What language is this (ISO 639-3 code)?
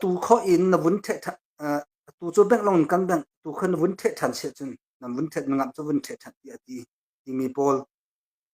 cnh